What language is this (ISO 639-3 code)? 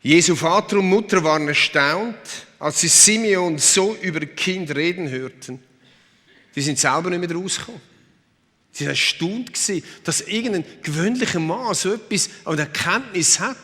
gsw